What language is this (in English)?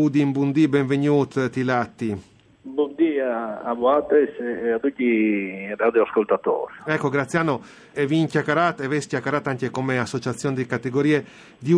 Friulian